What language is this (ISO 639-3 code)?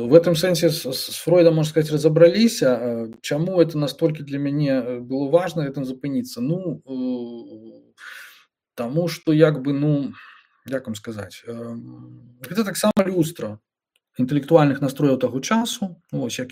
bel